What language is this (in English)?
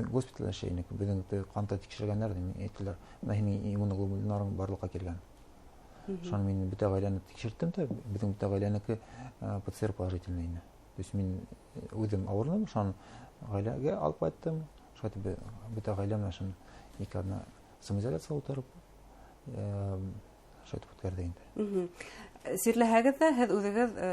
Bashkir